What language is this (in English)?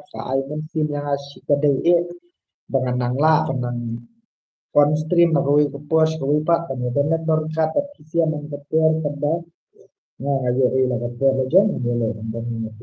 Khasi